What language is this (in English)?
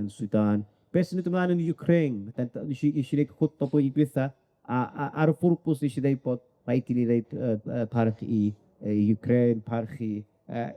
Welsh